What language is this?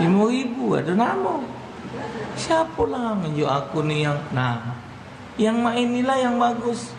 Musi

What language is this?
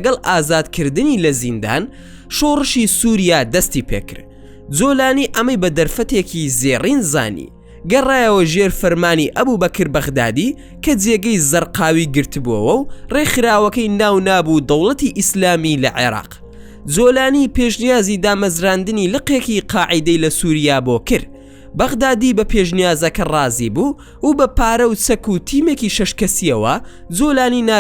Central Kurdish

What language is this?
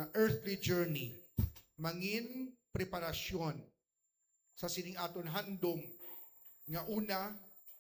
Hiligaynon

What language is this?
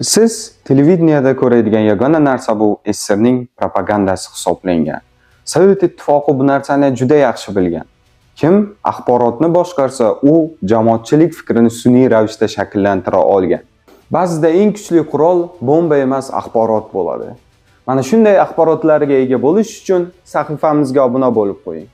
Uzbek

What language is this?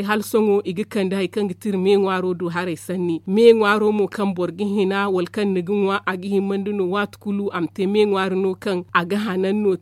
Zarma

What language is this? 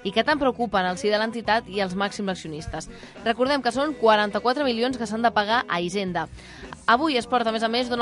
Catalan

